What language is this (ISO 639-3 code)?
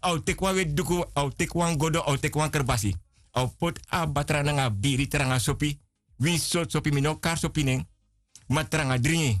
srn